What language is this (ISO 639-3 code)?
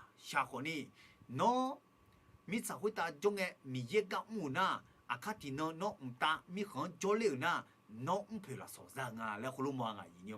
ahk